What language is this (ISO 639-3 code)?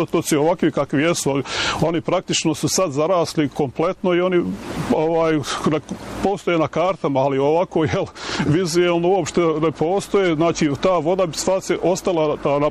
bos